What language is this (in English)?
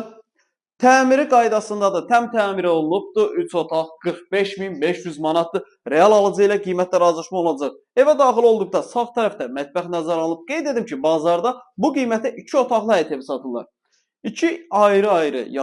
Azerbaijani